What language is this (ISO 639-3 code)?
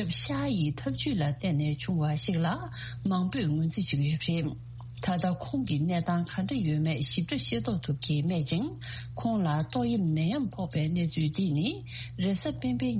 bod